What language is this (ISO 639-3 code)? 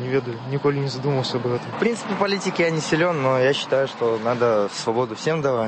bel